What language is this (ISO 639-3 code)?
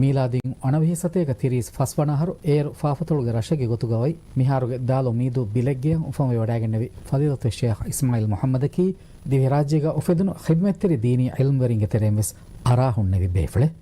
div